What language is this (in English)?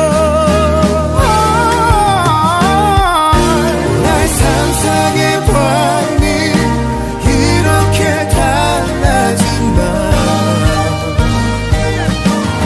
Korean